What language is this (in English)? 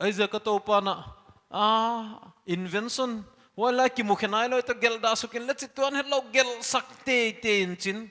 Paite Chin